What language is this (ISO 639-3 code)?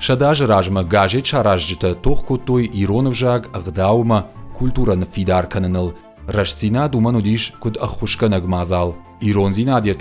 oss